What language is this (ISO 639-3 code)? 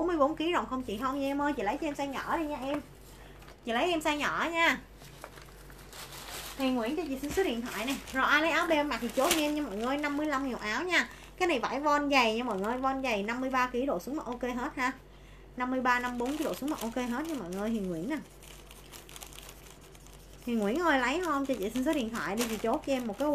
vie